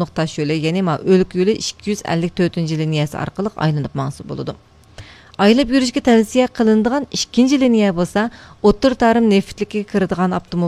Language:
Uyghur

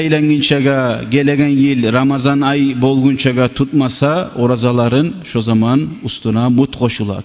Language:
Kumyk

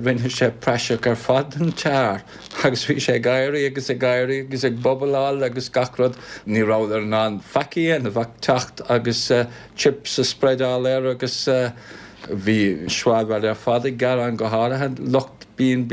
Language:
Irish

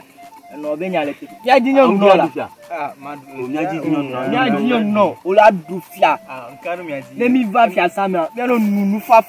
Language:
Ewe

